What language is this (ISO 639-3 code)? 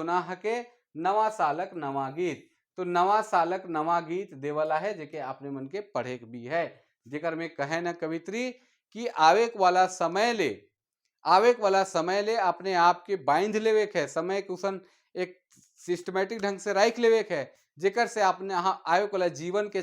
sck